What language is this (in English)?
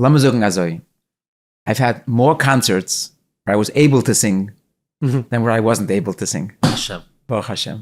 Yiddish